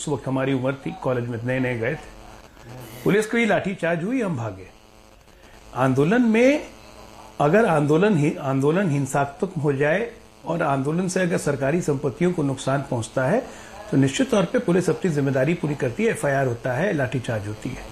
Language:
Hindi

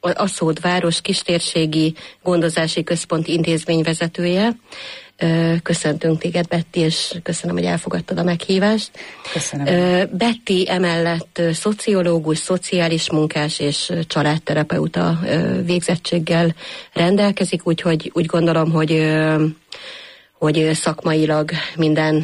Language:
Hungarian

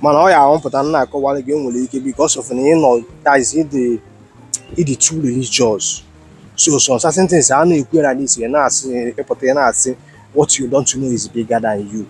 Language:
Igbo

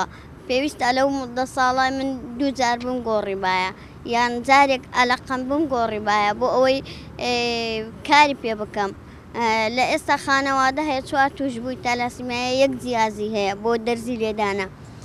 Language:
Central Kurdish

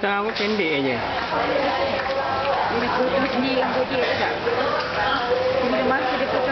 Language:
Malay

